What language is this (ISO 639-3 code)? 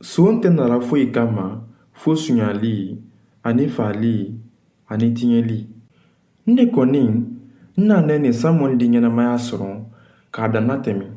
man